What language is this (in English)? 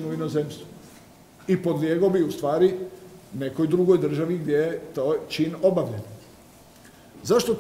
Croatian